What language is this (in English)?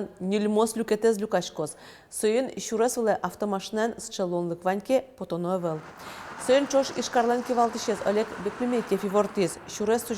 Udmurt